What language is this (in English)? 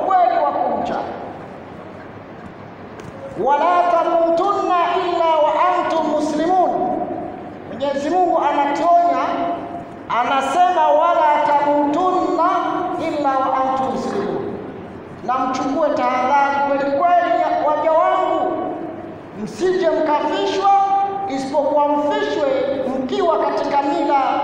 Swahili